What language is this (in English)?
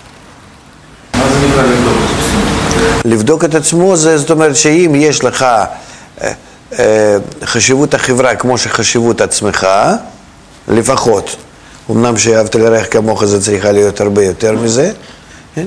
Hebrew